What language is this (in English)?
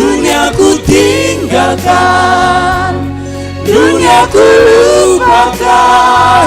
Batak Simalungun